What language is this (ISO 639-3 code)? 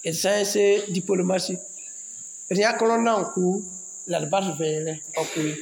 mos